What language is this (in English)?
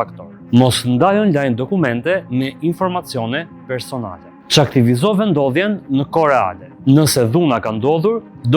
Albanian